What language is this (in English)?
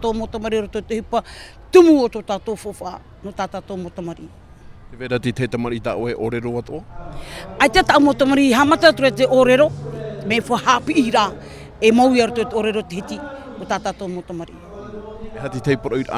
Tahitian